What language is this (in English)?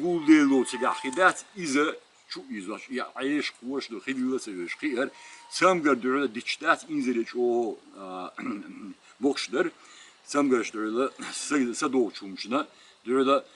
Chechen